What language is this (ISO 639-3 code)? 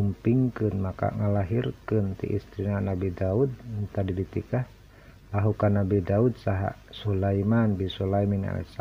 sun